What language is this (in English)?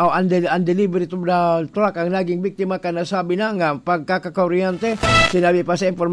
Bikol